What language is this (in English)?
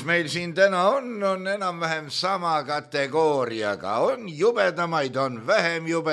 Estonian